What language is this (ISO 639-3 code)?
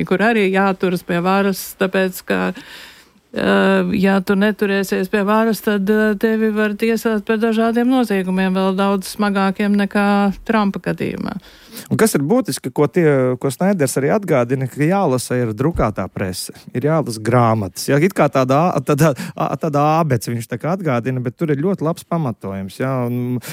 lav